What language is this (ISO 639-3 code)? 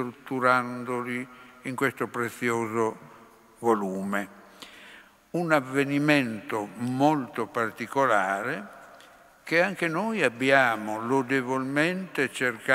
ita